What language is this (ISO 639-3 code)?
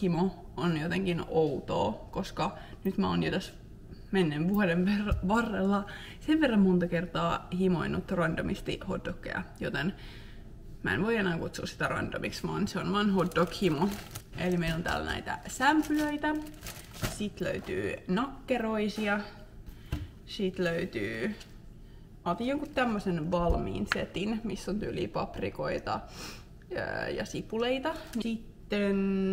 fin